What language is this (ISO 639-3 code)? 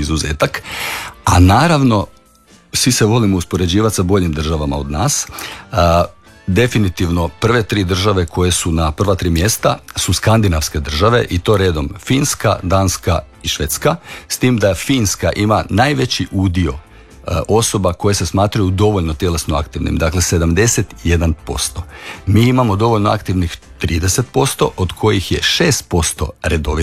hrv